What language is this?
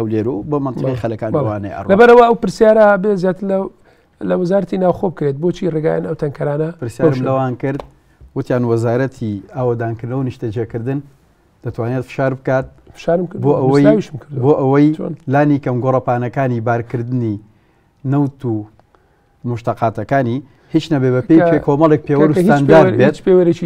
Central Kurdish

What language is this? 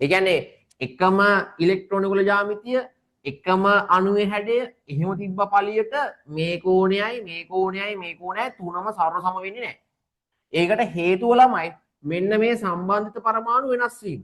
Sinhala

